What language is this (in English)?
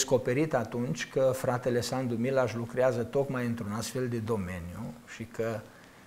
Romanian